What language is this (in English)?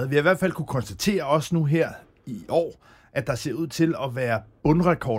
Danish